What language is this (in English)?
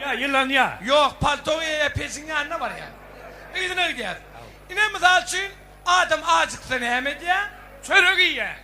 Turkmen